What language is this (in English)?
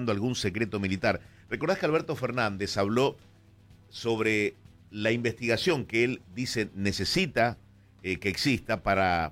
Spanish